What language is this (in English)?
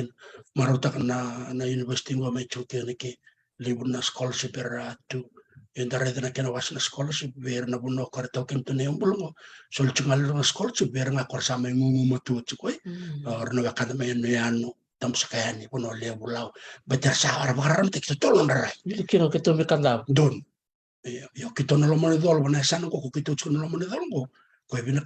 Fijian